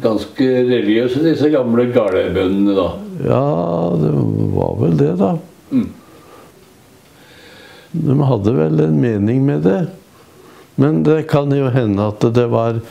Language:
Norwegian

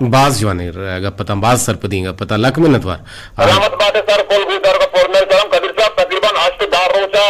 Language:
Eastern Balochi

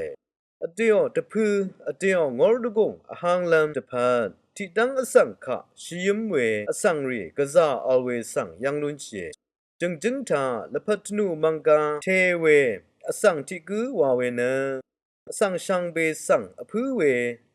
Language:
Rawang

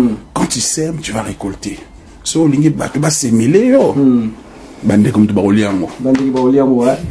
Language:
Lingala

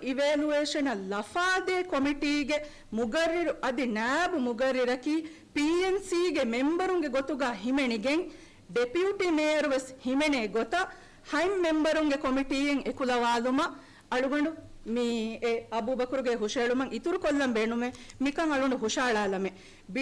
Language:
Divehi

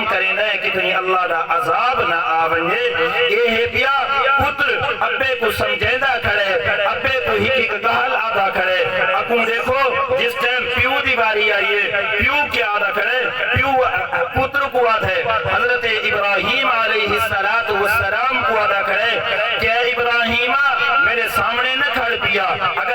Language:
Saraiki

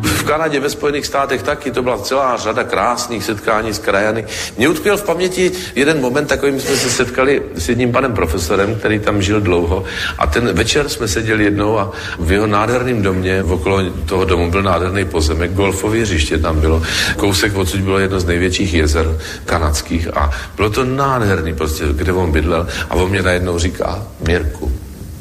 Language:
Czech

